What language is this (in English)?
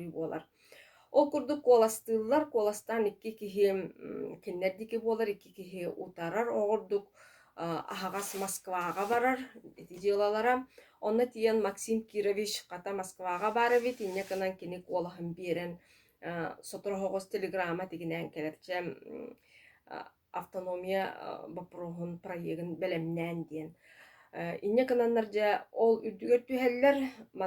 Yakut